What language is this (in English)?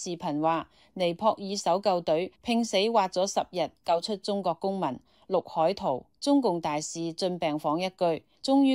Cantonese